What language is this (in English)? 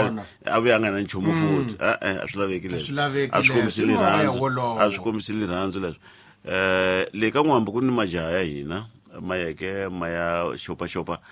Tsonga